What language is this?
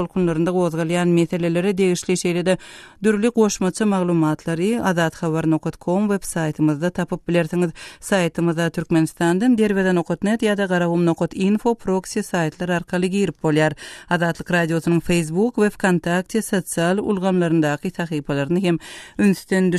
Turkmen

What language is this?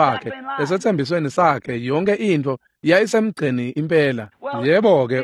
Swati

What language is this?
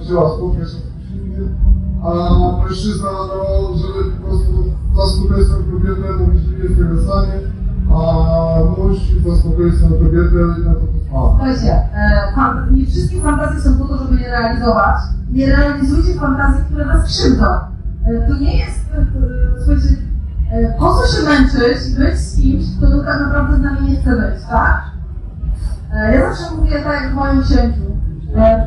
Polish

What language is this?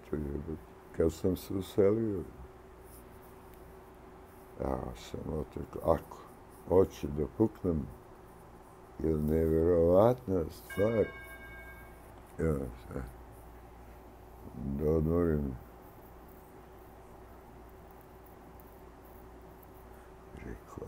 Serbian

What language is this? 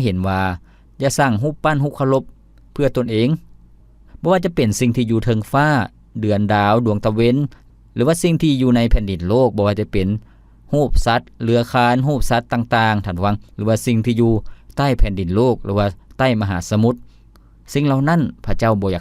Lao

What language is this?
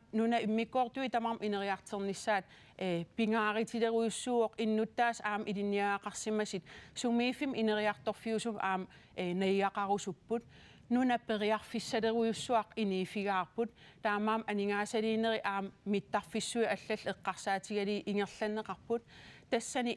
Kalaallisut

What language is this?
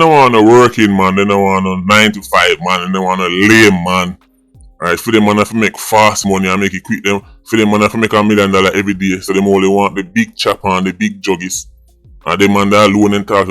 Jamaican Creole English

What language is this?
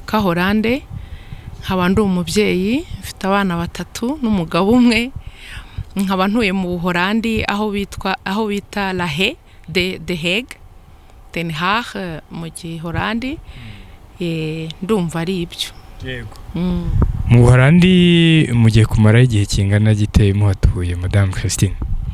Kinyarwanda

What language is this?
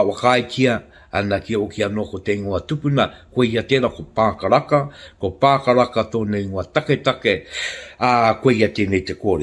Māori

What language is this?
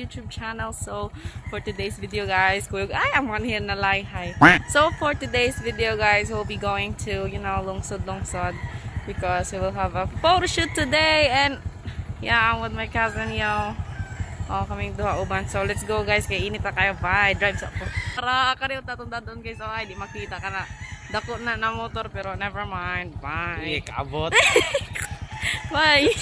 Cebuano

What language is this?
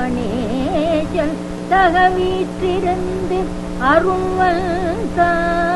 Tamil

